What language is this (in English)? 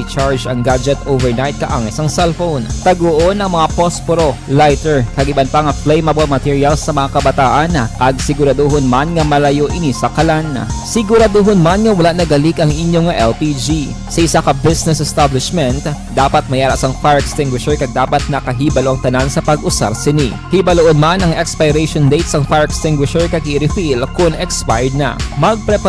Hiligaynon